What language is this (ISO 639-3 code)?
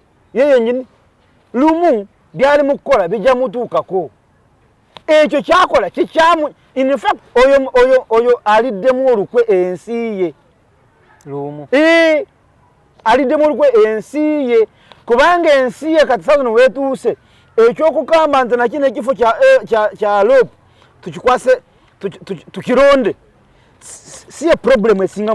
lug